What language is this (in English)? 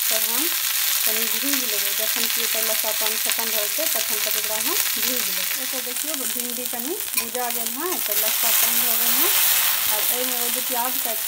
Maithili